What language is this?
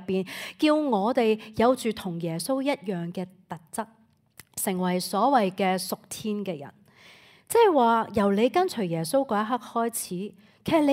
Cantonese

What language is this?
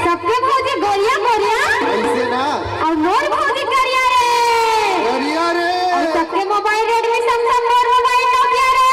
Chhattisgarhi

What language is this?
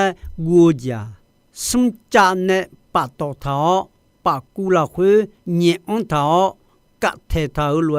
Akha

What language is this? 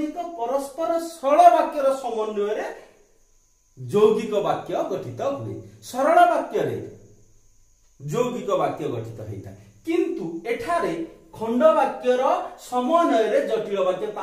Odia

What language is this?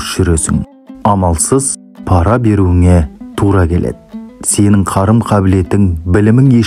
Kazakh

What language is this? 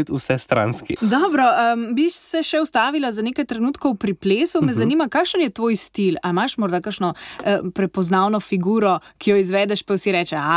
Slovenian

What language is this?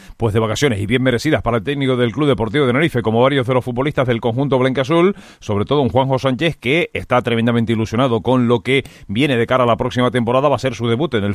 Spanish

